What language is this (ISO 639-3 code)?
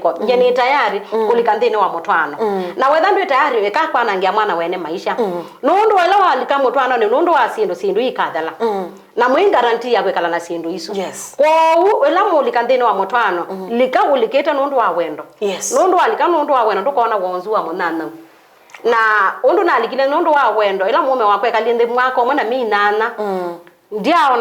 kam